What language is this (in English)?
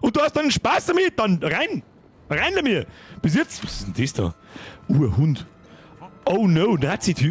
Bavarian